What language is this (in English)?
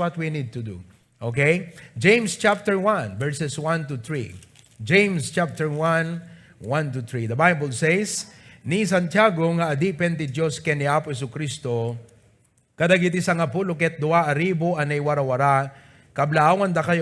Iloko